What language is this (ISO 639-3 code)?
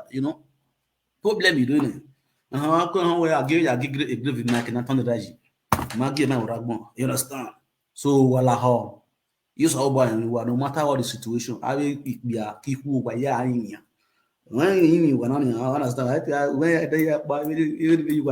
pcm